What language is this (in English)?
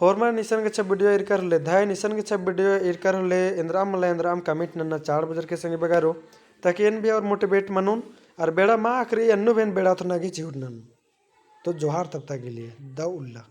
Kurukh